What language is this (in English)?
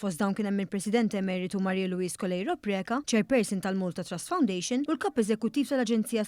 Maltese